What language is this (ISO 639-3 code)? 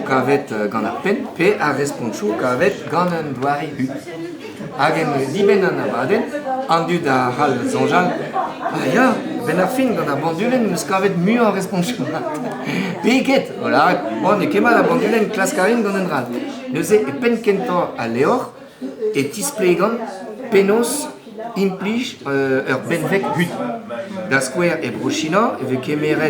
bre